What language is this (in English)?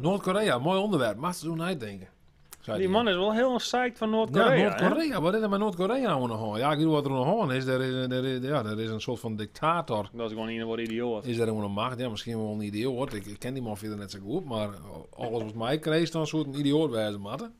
Western Frisian